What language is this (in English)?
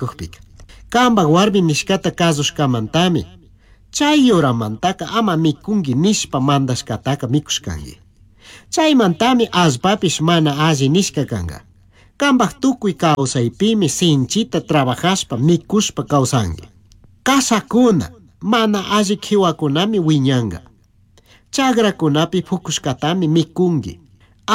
Chimborazo Highland Quichua